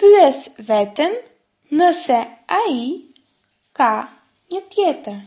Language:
Albanian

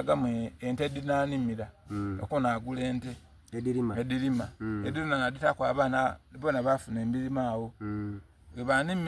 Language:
Soga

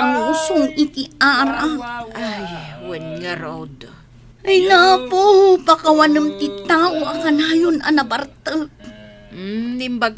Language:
Iloko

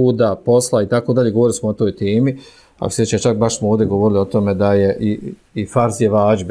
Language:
Bosnian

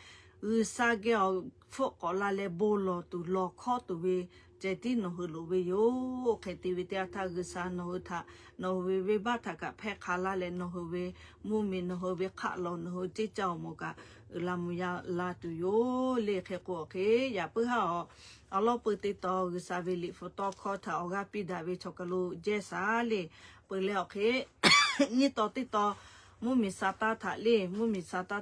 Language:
Lahu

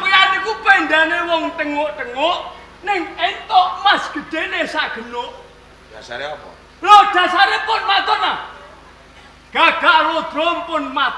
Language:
Javanese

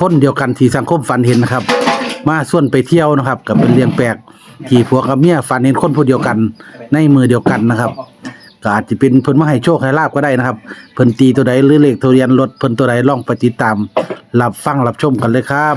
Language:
Northeastern Thai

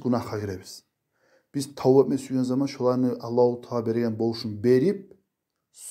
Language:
Kumyk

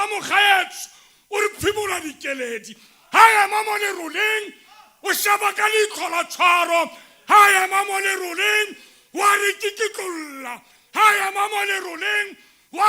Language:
Tswana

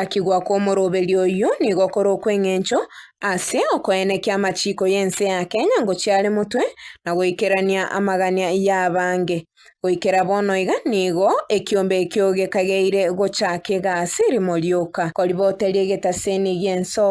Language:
Gusii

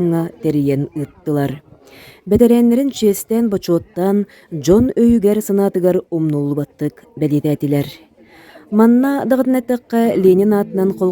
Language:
Yakut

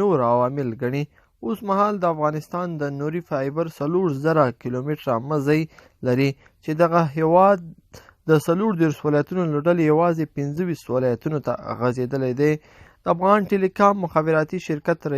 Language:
Pashto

